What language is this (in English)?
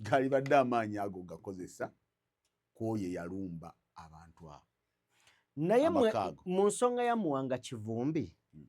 Ganda